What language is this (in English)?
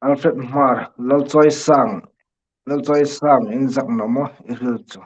Hmar